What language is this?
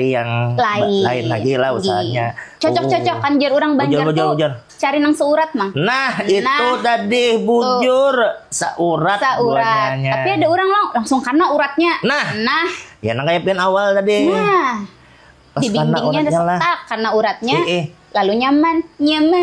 Banjar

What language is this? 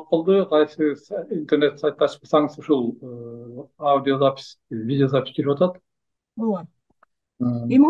Kyrgyz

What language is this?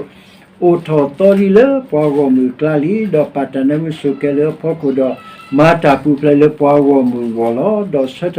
S'gaw Karen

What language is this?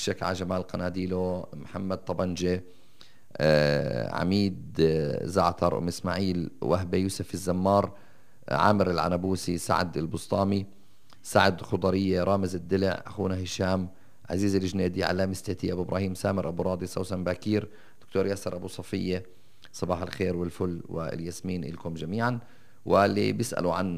North Levantine Arabic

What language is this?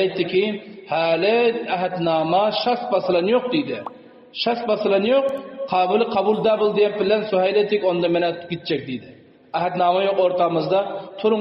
Turkmen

